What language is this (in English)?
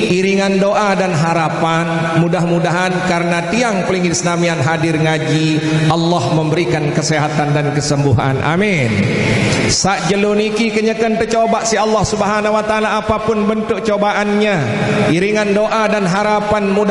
Sasak